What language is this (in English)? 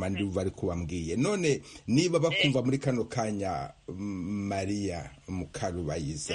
Kinyarwanda